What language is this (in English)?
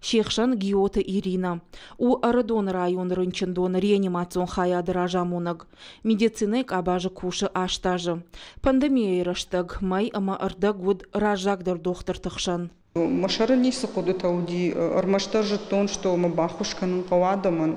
Ossetic